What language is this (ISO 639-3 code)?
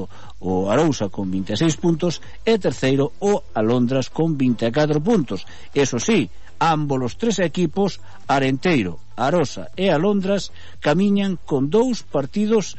glg